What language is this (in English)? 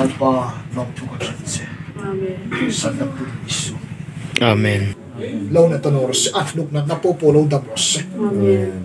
Hmar